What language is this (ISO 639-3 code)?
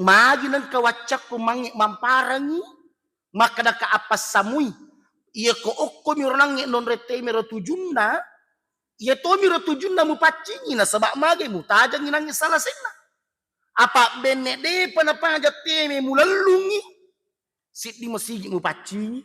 bug